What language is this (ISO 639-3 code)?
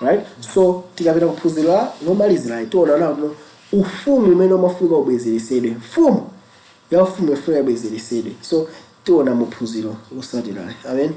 nya